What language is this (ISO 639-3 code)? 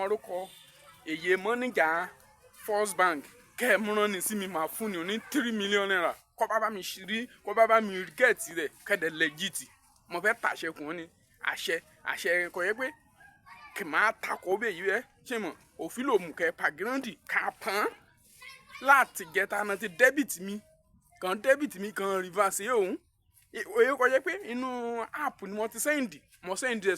yor